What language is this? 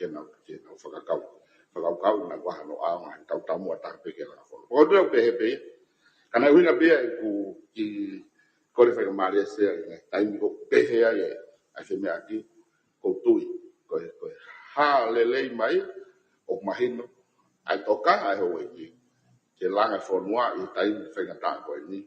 Tongan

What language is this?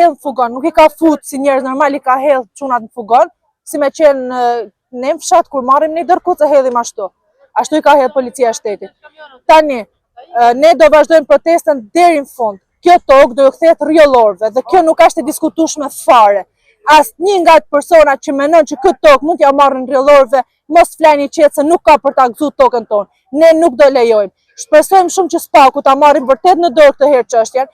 Albanian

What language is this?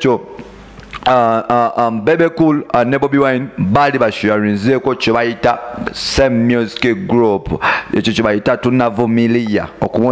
Ganda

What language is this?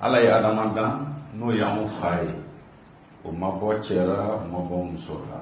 Bambara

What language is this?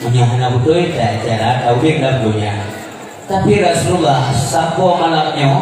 Achinese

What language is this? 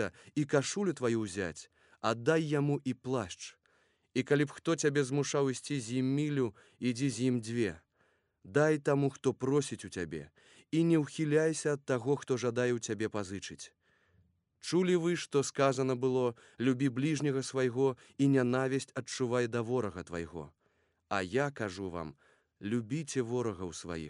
Belarusian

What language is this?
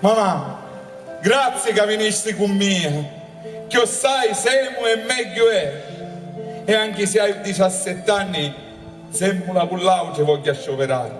Sicilian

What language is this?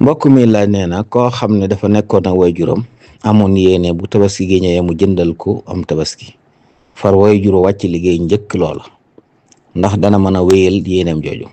Wolof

